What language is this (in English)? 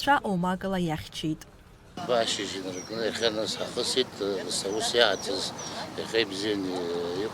Abkhazian